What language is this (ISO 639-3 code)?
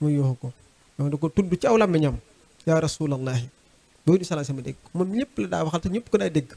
wol